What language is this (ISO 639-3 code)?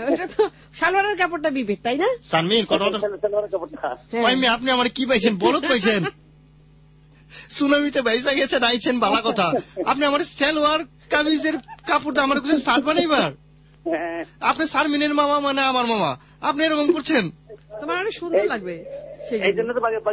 ben